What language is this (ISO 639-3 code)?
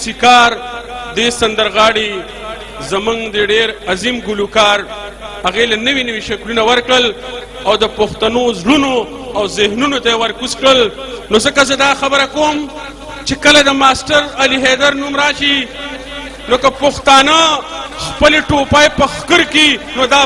pus